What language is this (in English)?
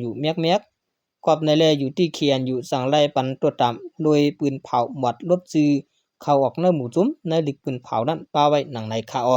Shan